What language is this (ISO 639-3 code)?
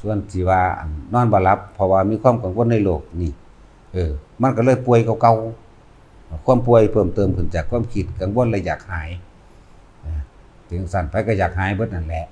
lao